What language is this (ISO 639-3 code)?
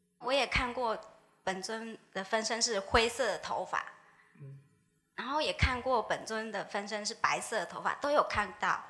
zho